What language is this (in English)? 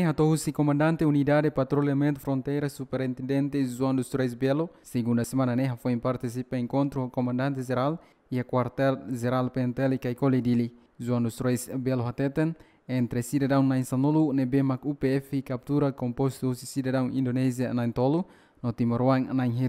Tetum